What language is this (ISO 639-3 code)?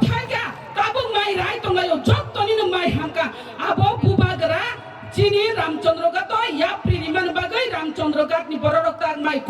trp